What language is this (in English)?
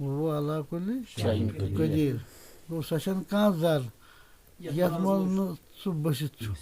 Kashmiri